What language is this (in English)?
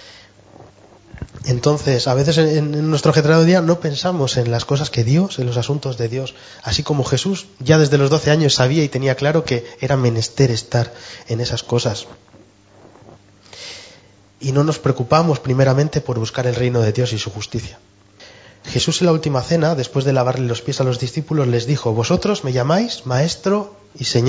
Spanish